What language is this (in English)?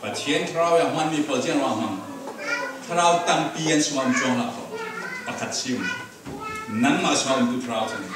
Falam Chin